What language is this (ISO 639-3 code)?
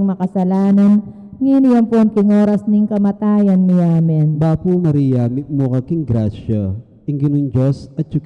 pam